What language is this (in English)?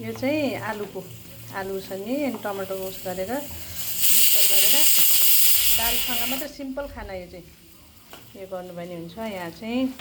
Nepali